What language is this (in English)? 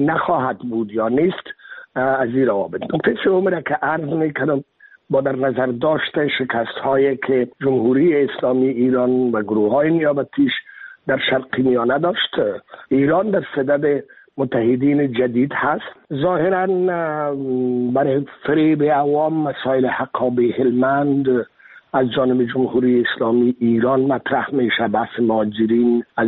Persian